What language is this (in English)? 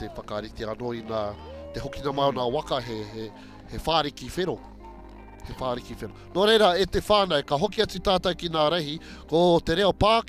Māori